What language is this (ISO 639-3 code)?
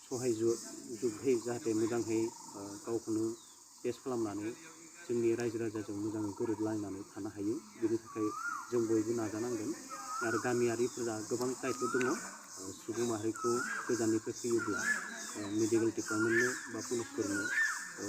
brx